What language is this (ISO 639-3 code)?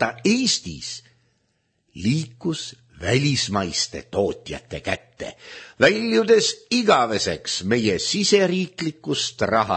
est